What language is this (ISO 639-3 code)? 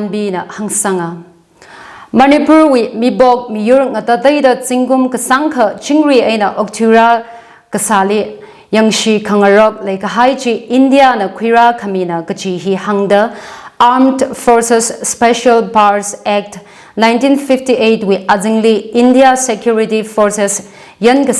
nmf